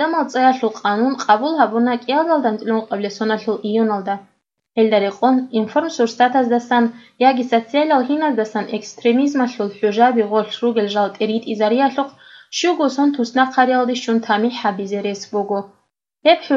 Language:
Avaric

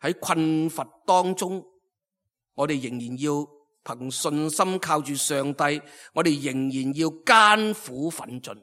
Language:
Cantonese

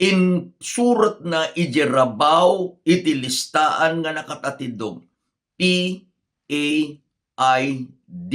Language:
Iloko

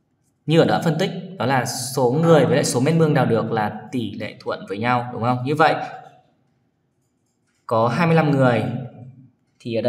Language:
Vietnamese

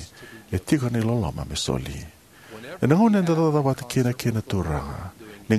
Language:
Fijian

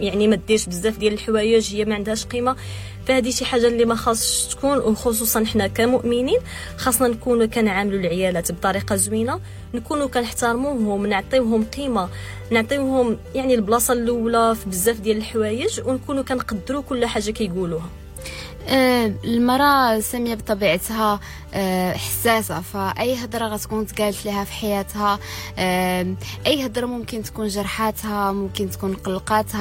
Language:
Moroccan Arabic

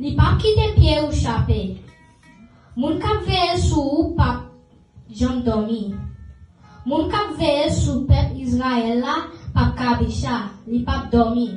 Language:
Haitian Creole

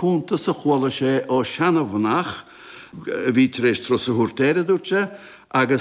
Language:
Irish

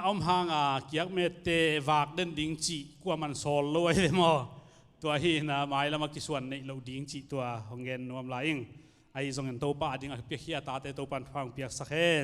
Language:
Tedim Chin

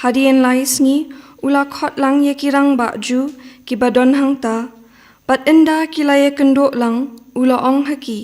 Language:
Khasi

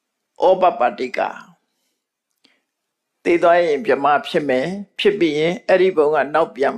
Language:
Burmese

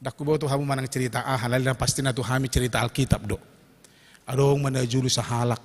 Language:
Batak Toba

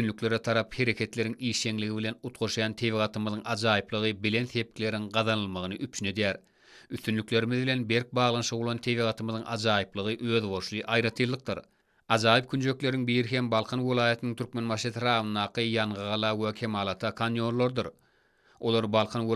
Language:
Turkmen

